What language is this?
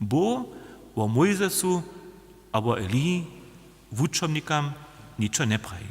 Upper Sorbian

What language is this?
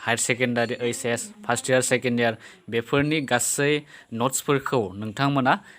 Bodo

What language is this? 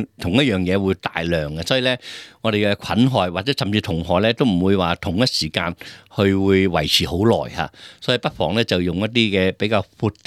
Cantonese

